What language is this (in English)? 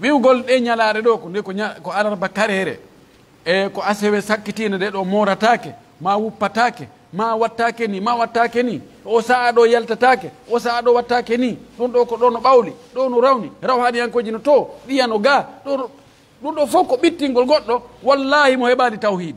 Pular